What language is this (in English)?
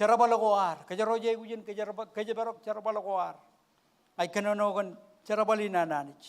Marshallese